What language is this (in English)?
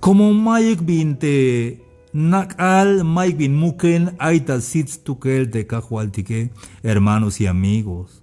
Tzeltal